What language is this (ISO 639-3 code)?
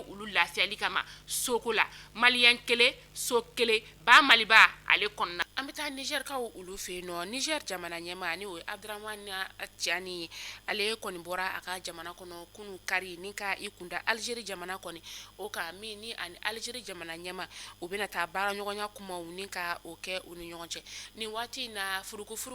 bam